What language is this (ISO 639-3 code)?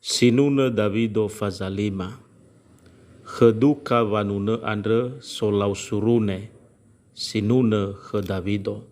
nia